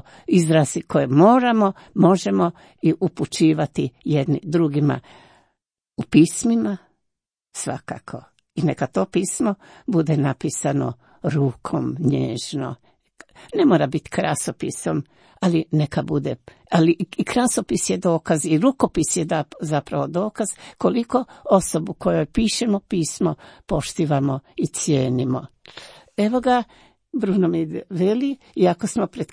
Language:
Croatian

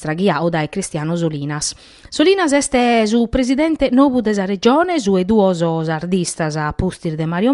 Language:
Sardinian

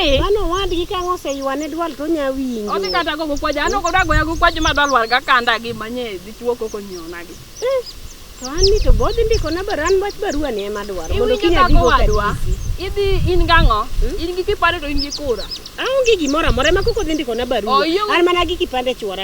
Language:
Luo (Kenya and Tanzania)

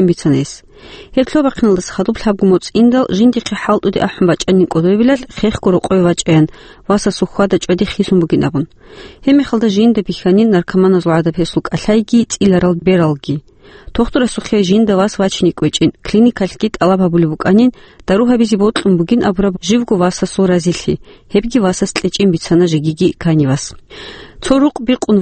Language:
Avaric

